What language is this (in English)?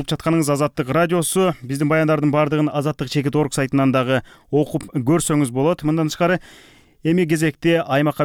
Kyrgyz